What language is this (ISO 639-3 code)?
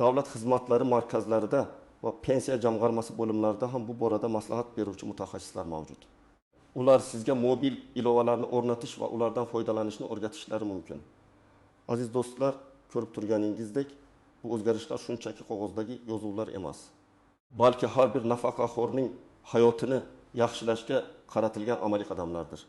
uzb